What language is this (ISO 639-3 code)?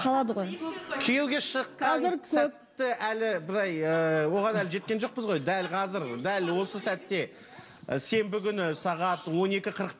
kaz